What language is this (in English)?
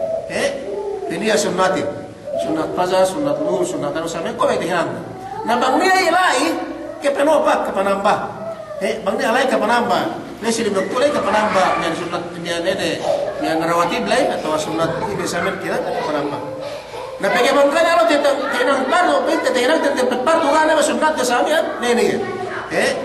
Yakan